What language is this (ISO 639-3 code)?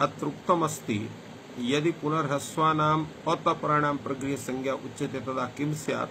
san